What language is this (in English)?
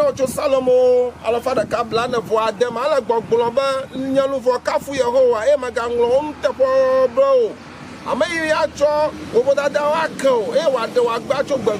Ewe